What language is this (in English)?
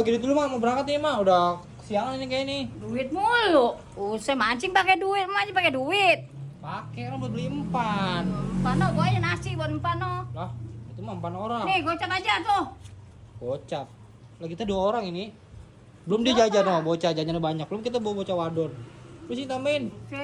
Betawi